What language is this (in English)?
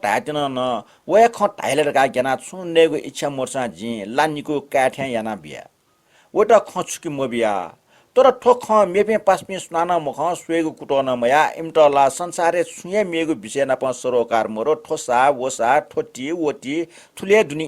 Newari